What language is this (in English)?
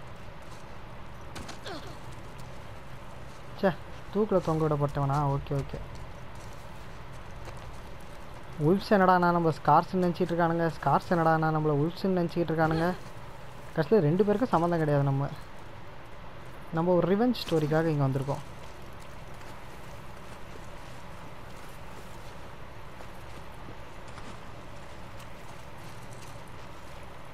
Tamil